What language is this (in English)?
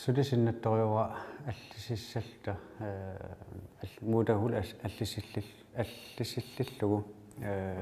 Kalaallisut